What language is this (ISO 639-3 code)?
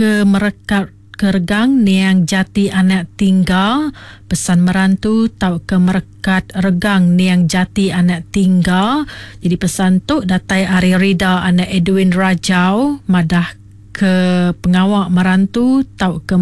iba